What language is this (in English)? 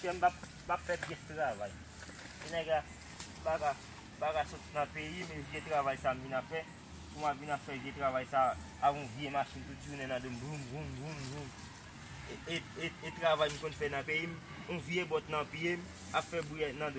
Haitian Creole